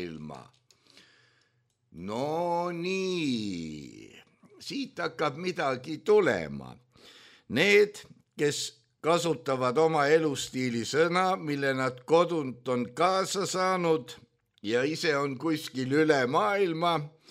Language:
Estonian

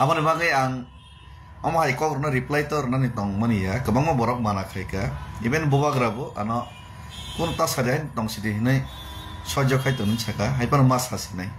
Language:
Kok Borok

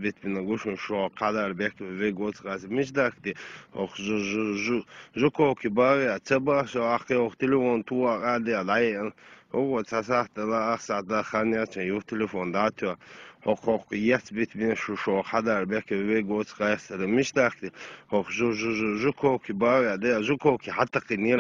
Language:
Chechen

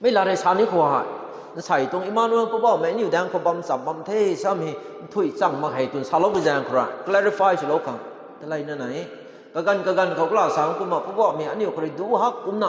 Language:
Rongmei Naga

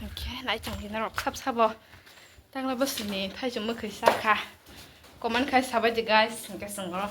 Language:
Kok Borok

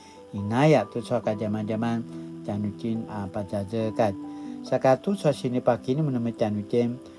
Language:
Paiwan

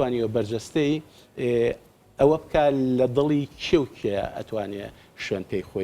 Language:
Central Kurdish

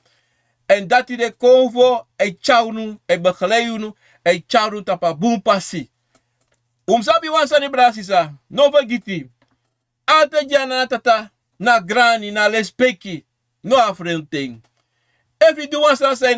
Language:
Sranan Tongo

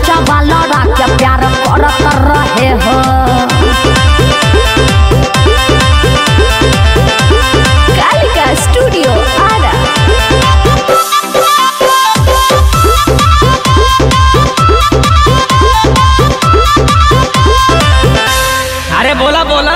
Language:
Bhojpuri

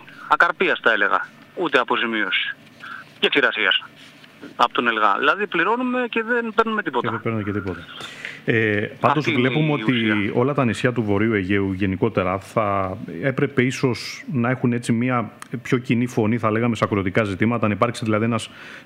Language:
Greek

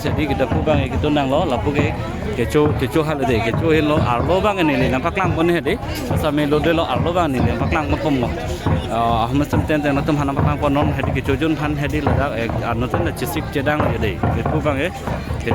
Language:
Karbi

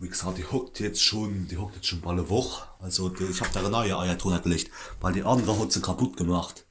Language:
Palatine German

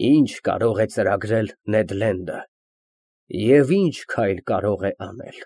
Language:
Armenian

